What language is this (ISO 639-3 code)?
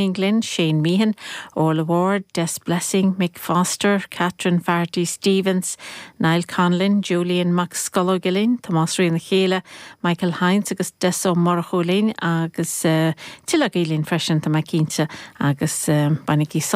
gle